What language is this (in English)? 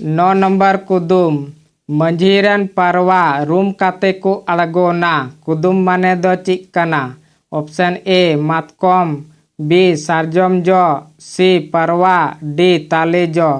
Santali